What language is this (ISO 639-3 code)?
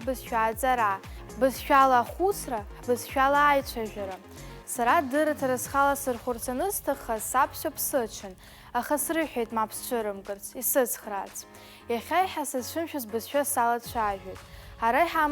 abk